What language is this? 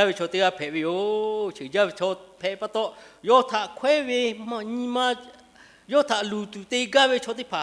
Lahu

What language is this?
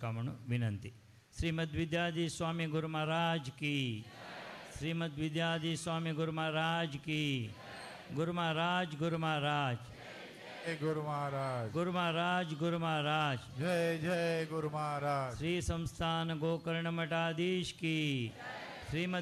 Konkani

